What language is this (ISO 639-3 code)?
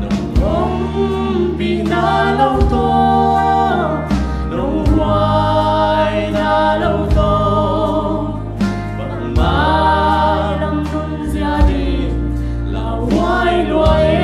ctd